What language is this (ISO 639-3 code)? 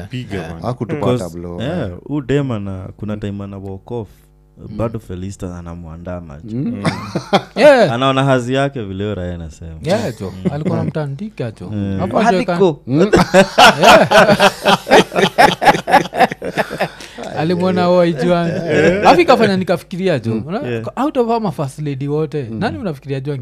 swa